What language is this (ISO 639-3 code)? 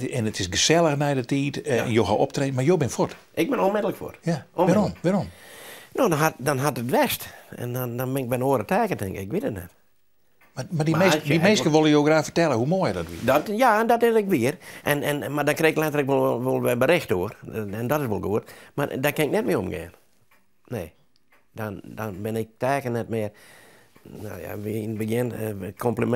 fry